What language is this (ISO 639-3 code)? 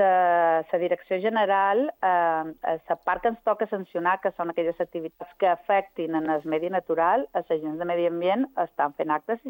cat